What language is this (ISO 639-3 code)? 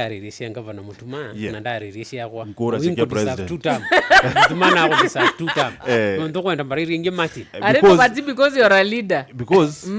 mer